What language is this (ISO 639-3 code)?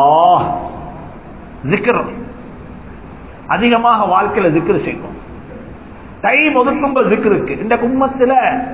tam